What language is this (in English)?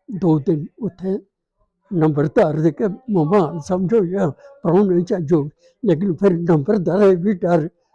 Dogri